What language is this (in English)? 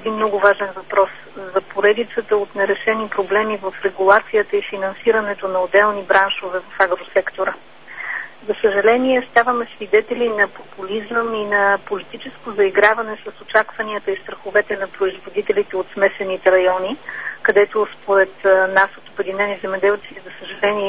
Bulgarian